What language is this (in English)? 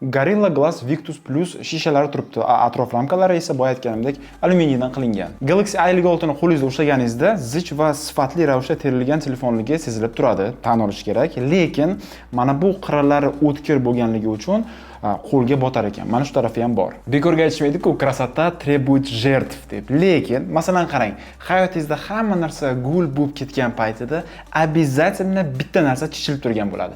Uzbek